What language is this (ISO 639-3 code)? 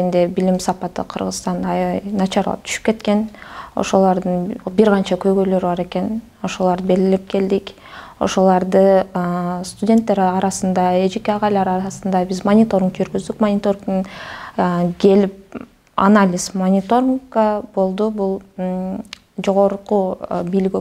kir